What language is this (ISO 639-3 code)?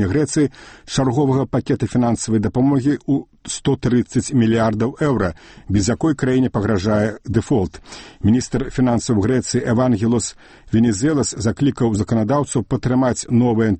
bel